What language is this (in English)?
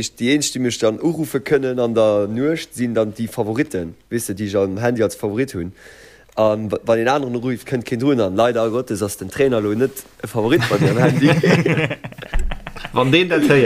Luxembourgish